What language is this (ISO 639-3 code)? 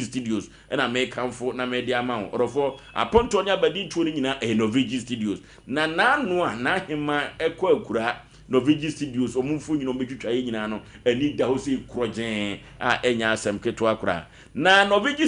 aka